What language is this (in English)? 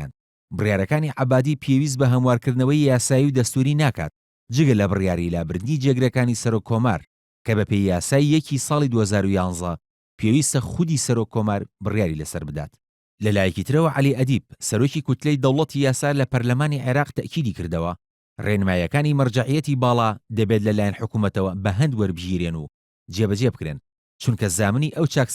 Central Kurdish